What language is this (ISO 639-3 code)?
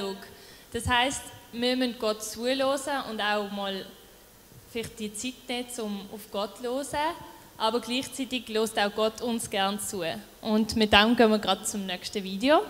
gsw